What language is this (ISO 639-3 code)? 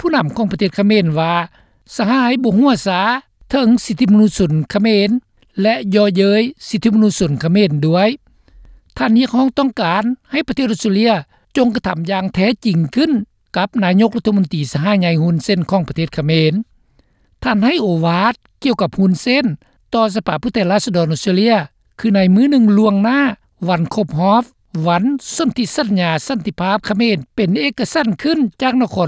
lao